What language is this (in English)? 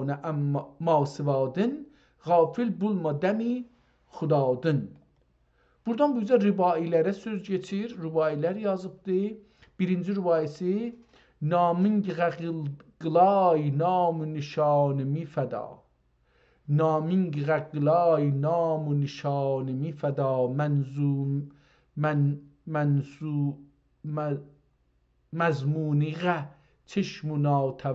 South Azerbaijani